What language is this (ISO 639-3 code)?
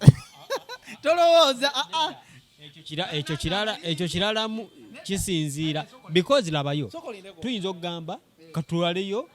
lug